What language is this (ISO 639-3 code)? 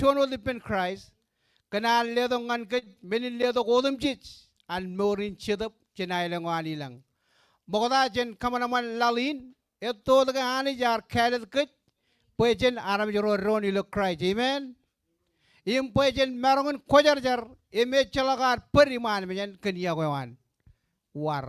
mah